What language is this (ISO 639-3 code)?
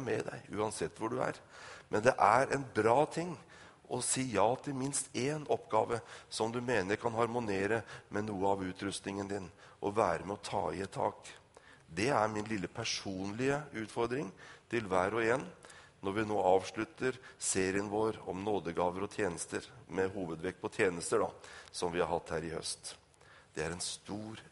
nor